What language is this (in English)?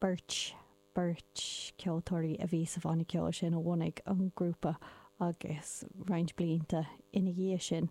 Irish